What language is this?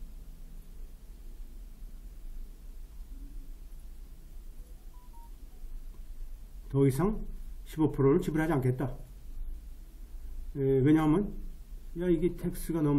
Korean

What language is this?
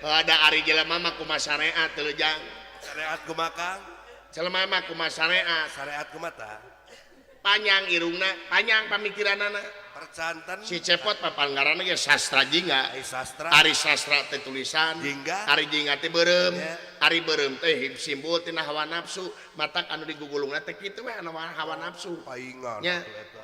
Sundanese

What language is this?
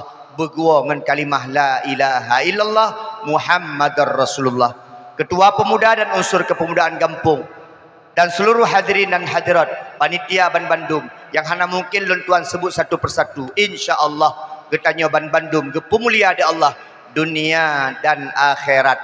Achinese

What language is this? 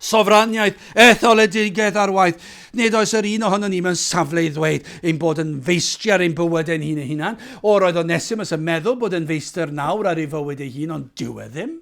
Welsh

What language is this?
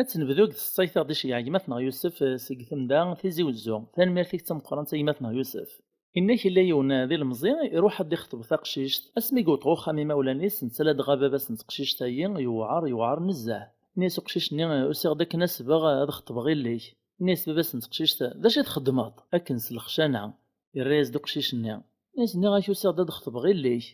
Kabyle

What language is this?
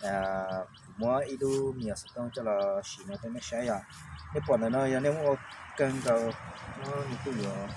Hmong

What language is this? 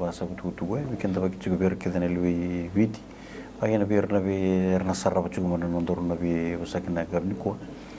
Fijian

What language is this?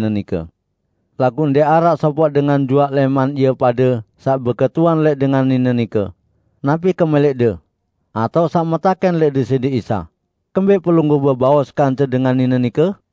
Sasak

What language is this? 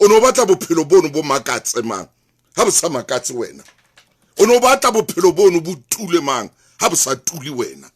Southern Sotho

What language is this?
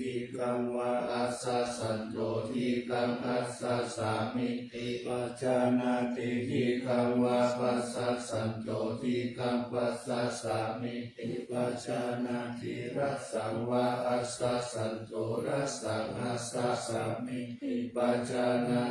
Pali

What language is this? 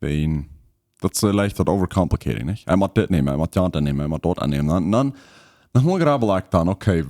Plautdietsch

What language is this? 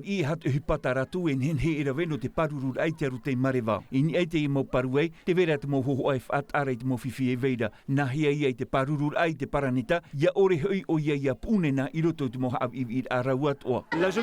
Tahitian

